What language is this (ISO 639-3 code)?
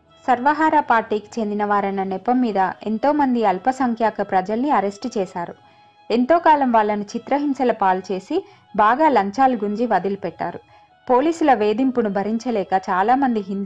tel